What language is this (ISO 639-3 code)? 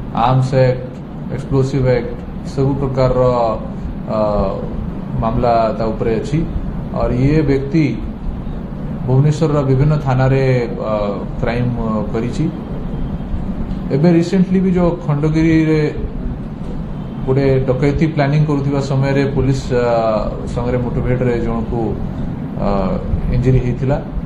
ori